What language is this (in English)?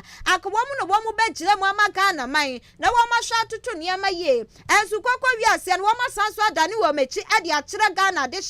Akan